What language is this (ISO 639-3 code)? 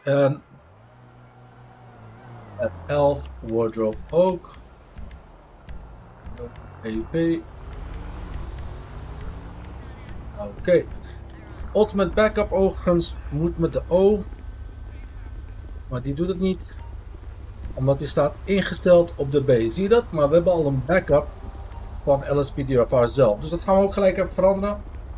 nld